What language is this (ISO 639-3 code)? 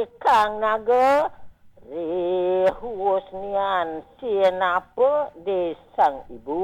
ban